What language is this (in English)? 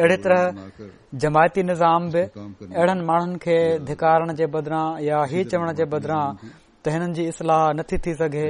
Sindhi